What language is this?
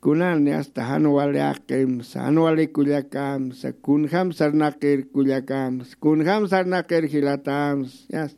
Aymara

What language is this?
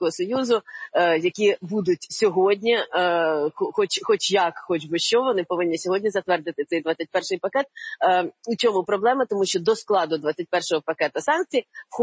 Ukrainian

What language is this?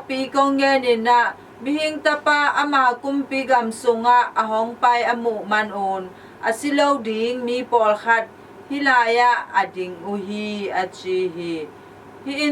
Tedim Chin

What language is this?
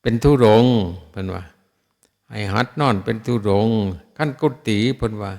Northeastern Thai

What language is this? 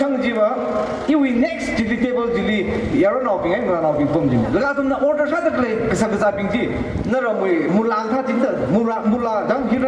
Tangkhul Naga (India)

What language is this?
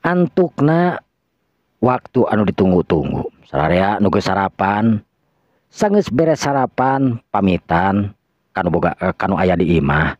Sundanese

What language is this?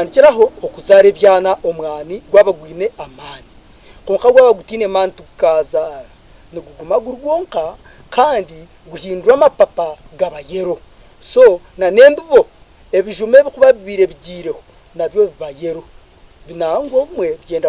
Nyankole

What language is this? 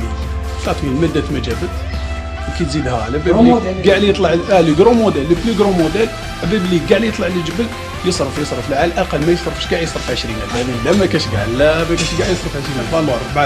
Algerian Arabic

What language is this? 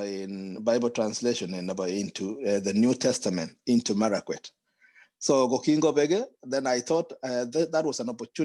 Kalenjin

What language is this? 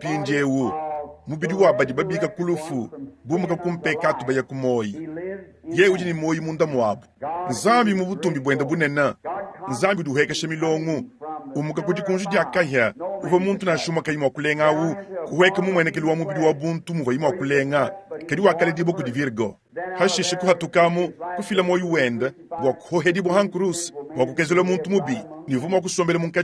Luba-Lulua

